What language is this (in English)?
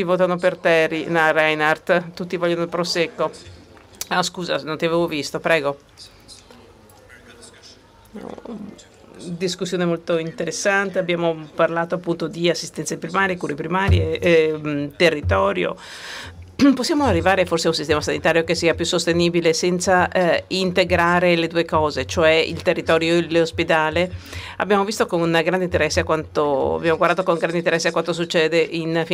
Italian